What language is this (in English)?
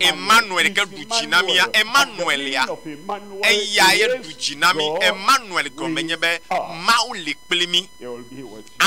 Ewe